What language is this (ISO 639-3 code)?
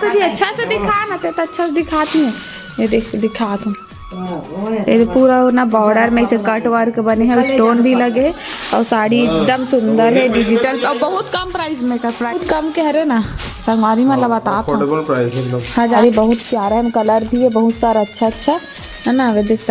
hne